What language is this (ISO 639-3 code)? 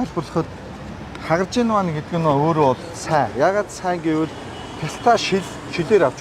mon